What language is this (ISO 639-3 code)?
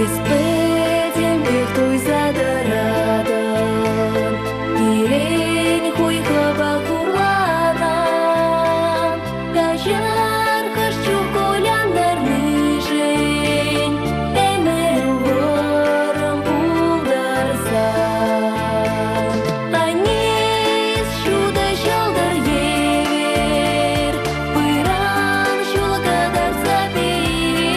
chv